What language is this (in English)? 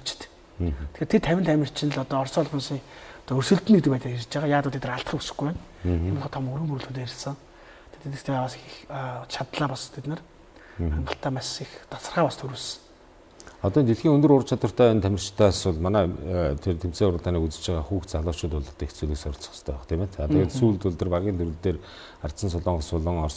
Mongolian